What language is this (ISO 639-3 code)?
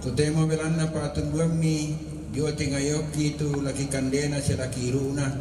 sda